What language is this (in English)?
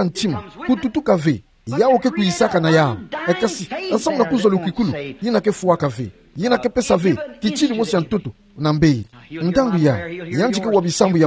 Kituba (Democratic Republic of Congo)